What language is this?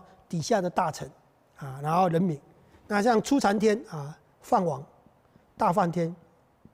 Chinese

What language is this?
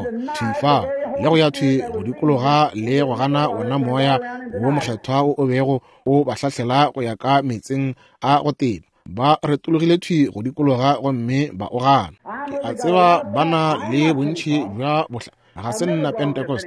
Northern Sotho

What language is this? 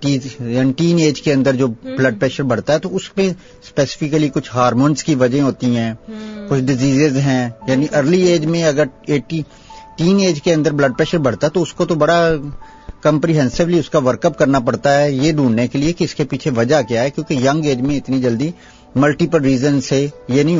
Urdu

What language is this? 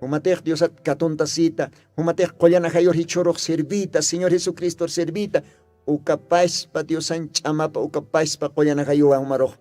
Aymara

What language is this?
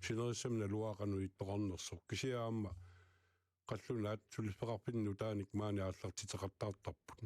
Kalaallisut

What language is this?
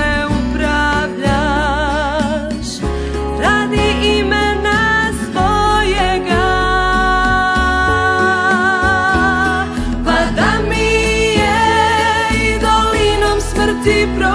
Croatian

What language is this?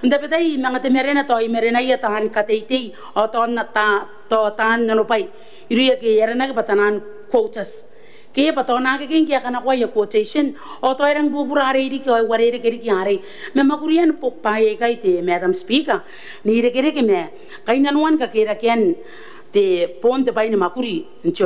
Gilbertese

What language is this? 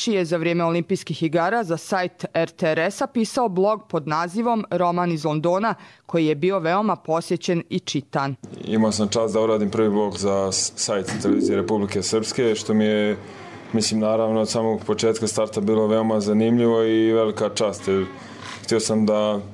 Croatian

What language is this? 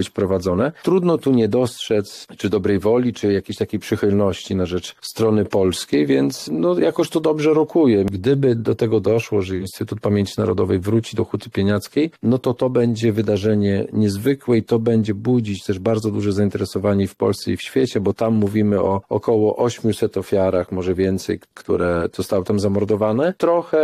Polish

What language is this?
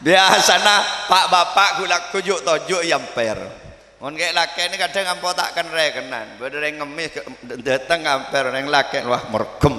Madurese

